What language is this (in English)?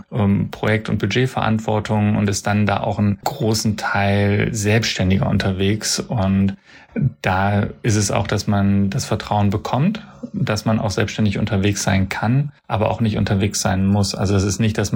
German